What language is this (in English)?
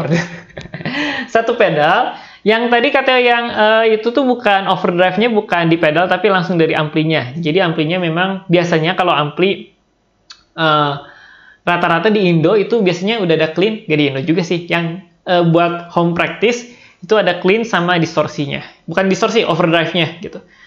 Indonesian